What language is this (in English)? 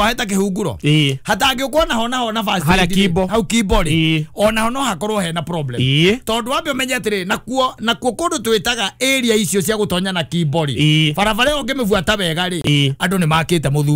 Kikuyu